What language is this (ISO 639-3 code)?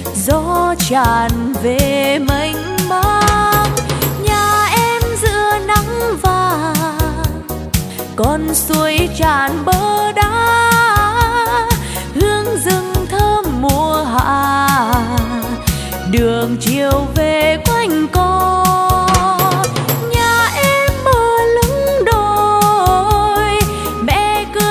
vie